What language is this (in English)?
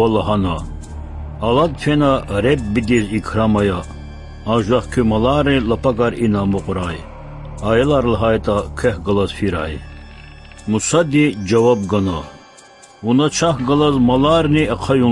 Lezghian